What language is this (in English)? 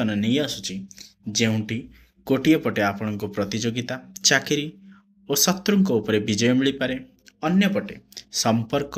Odia